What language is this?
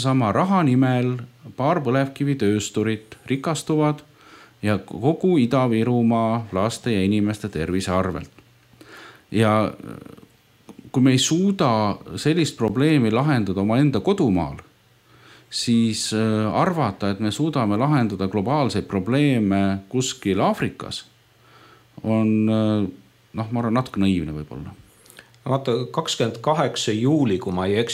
Estonian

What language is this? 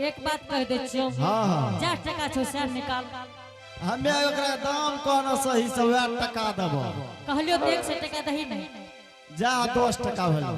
Angika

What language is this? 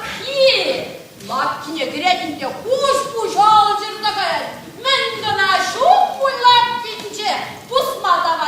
Chuvash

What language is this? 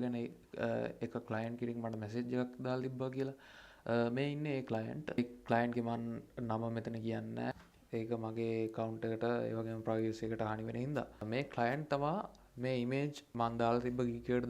Sinhala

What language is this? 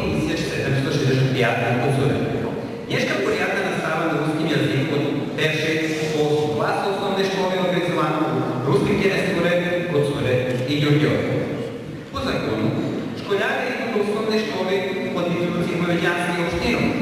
Rusyn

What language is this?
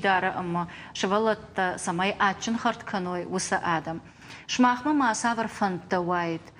Ossetic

